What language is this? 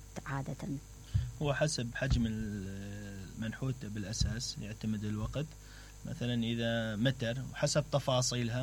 Mesopotamian Arabic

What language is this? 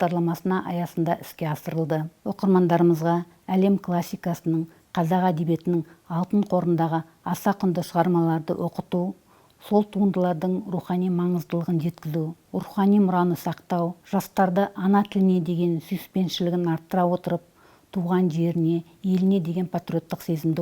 Kazakh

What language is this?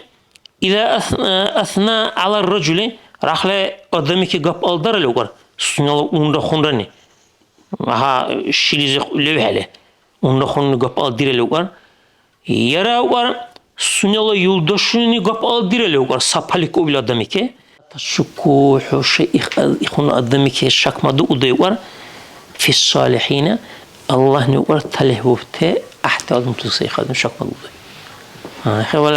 Dargwa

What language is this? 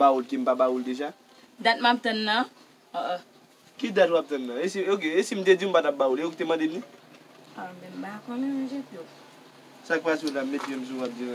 Haitian Creole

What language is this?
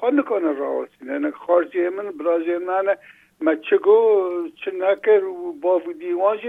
Kurdish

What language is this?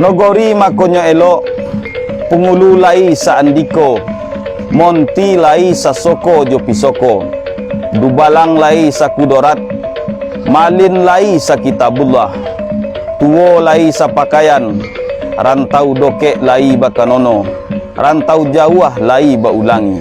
Minangkabau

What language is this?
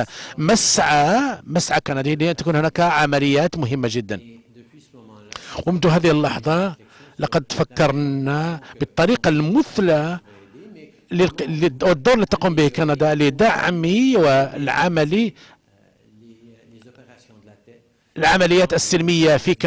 Arabic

